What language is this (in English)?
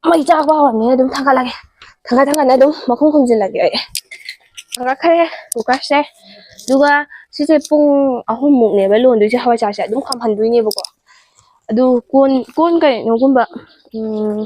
Manipuri